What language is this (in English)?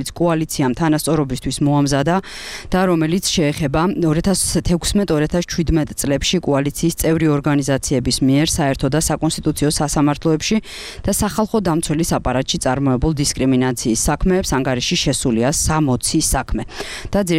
Georgian